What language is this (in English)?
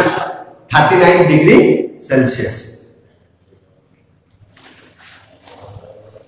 Odia